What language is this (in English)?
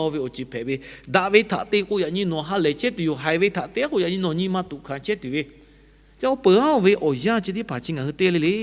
Lahu